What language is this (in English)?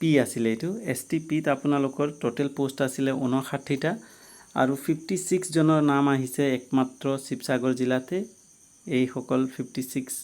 Assamese